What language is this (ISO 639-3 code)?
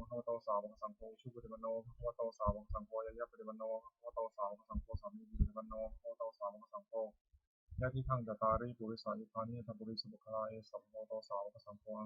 pli